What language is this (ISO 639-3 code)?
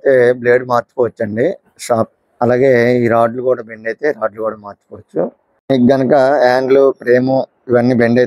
tel